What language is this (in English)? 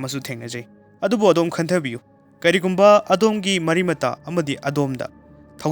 Manipuri